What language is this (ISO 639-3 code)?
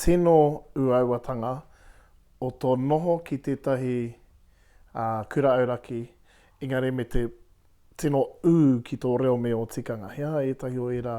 mri